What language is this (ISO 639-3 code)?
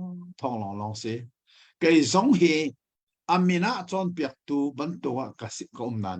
cnh